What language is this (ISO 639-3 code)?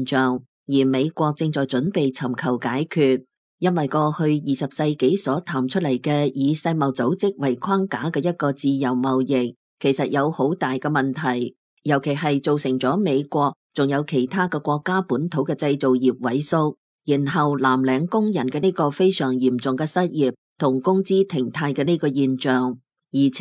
yue